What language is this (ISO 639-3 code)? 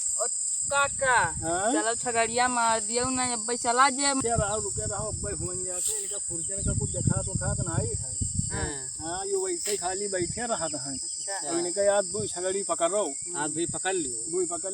awa